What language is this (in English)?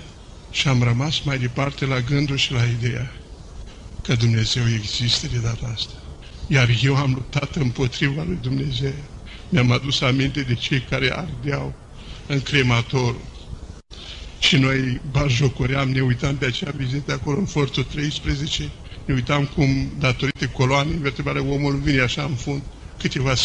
Romanian